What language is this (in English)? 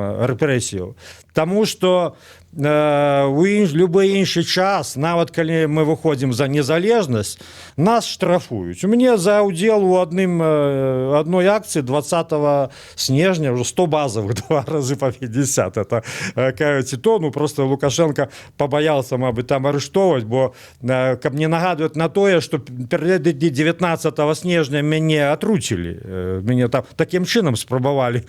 Belarusian